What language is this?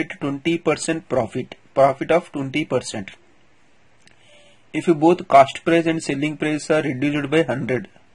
Telugu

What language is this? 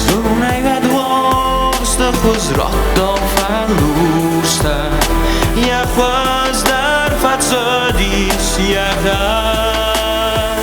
Ossetic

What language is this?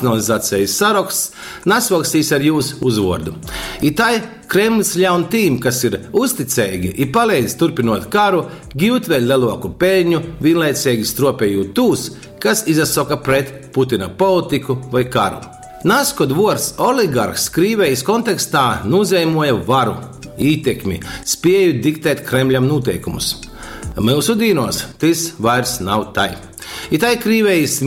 Latgalian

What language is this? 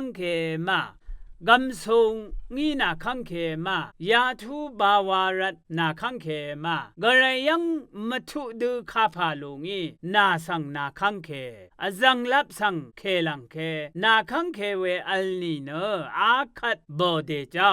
Rawang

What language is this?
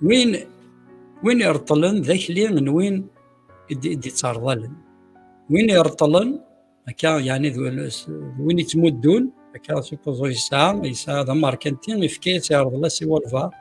Kabyle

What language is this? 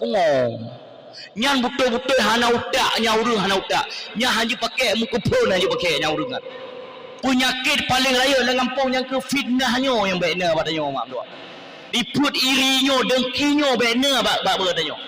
Achinese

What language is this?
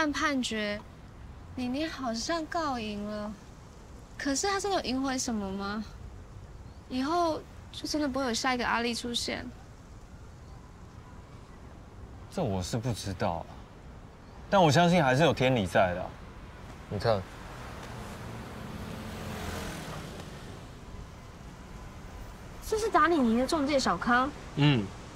Chinese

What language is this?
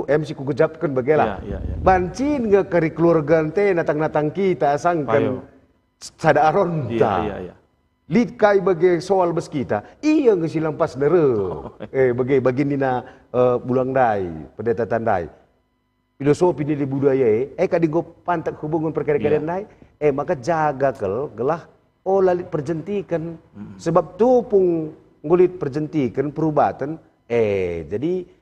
Batak Karo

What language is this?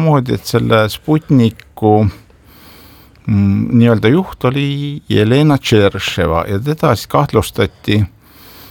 Estonian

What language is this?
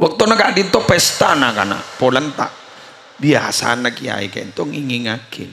Madurese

